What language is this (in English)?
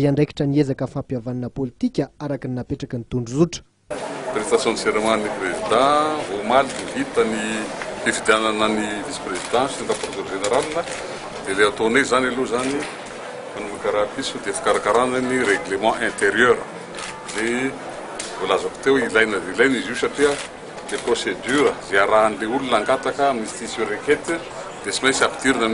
Malagasy